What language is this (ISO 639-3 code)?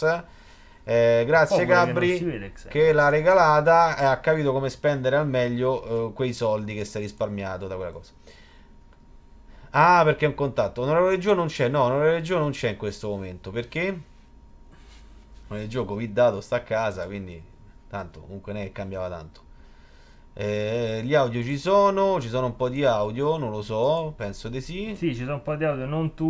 ita